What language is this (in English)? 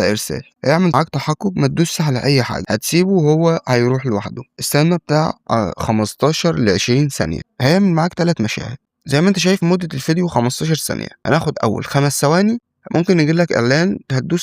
Egyptian Arabic